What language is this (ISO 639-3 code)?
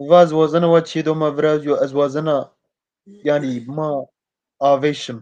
zza